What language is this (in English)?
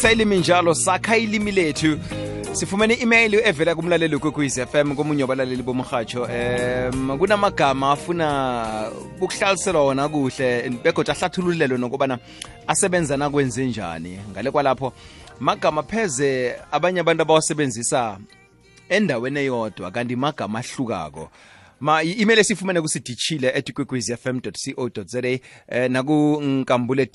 South Ndebele